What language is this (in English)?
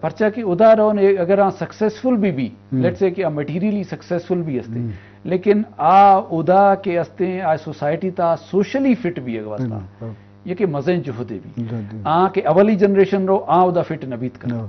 Eastern Balochi